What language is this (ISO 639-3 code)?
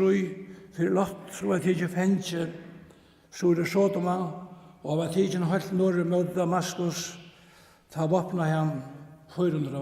fao